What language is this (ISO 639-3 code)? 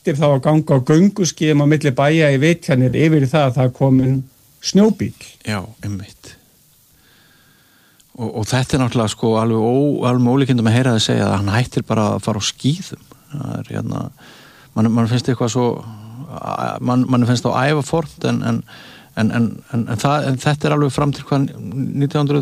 isl